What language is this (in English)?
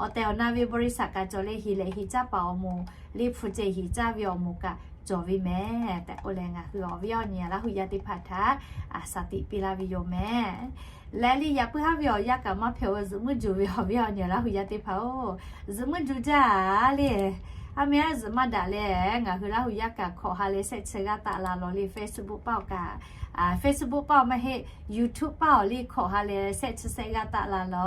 Lahu